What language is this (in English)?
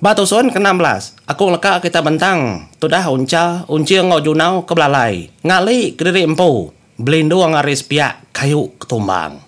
Iban